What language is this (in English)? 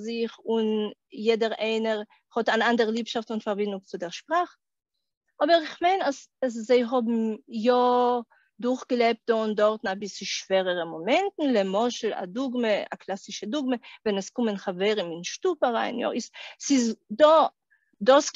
Yiddish